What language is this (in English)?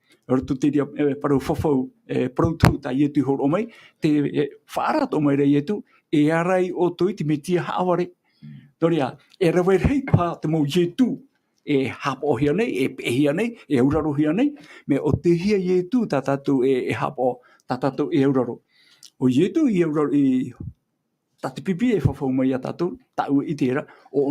Tahitian